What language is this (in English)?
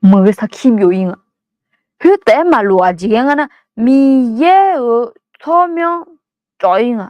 Akha